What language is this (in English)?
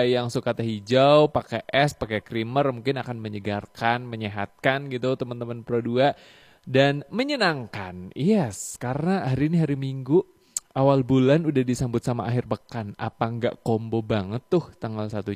Indonesian